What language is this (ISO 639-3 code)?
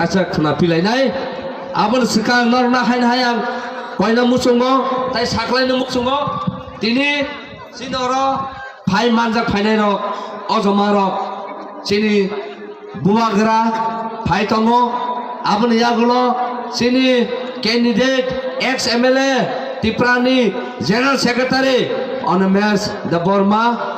trp